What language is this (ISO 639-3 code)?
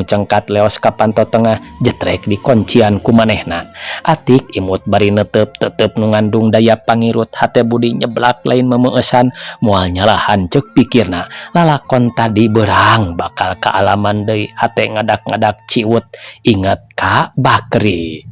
sun